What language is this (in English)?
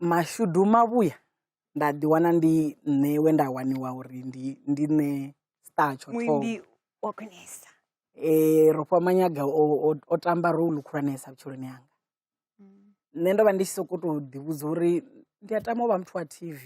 Venda